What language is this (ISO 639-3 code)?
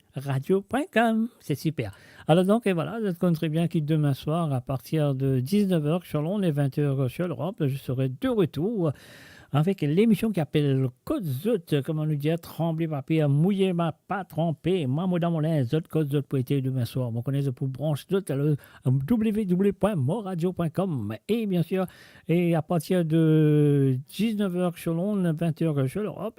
mfe